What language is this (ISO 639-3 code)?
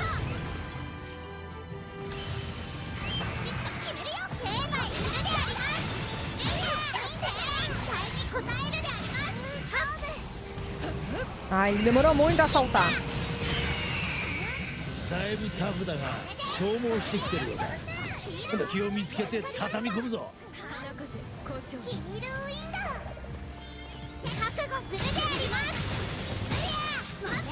por